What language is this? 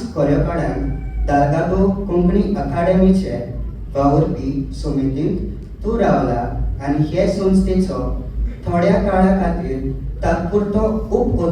Konkani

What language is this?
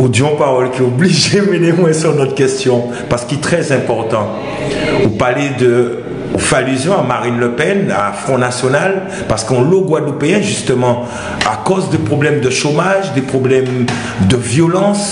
Guadeloupean Creole French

